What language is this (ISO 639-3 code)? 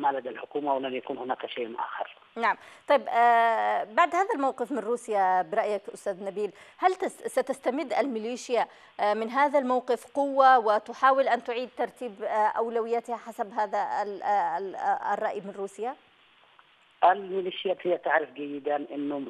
ara